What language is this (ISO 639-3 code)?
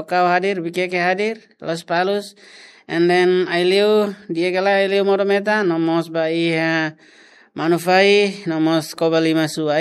tet